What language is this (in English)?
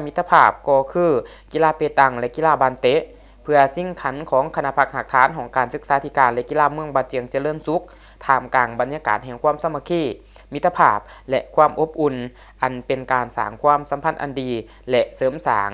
Lao